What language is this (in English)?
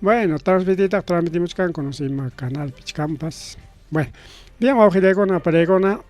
Ayacucho Quechua